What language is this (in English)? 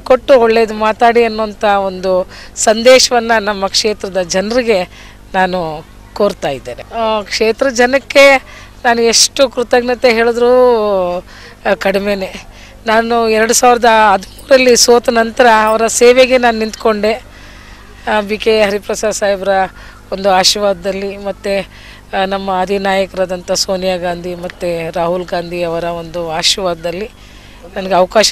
Kannada